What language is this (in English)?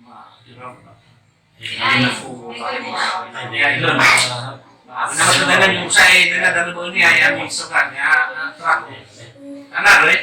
Nias